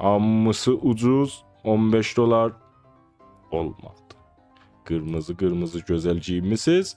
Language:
South Azerbaijani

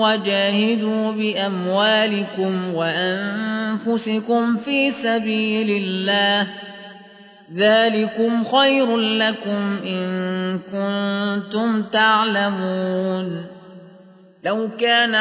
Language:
Arabic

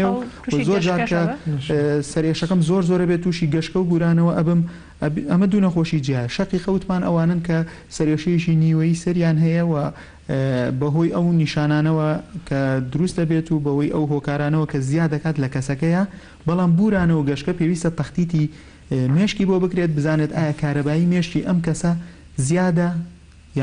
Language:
Central Kurdish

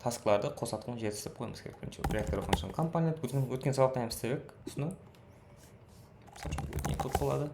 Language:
Kara-Kalpak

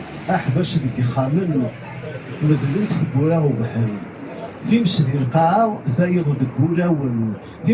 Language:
Kabyle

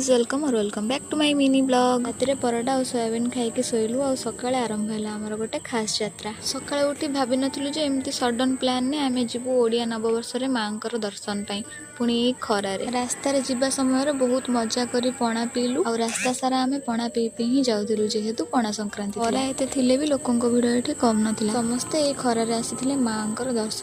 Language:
Odia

